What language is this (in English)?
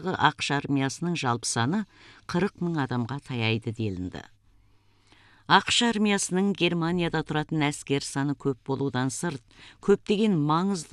Kazakh